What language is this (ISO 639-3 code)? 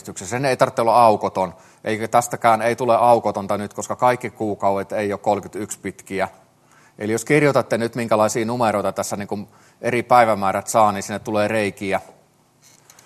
fin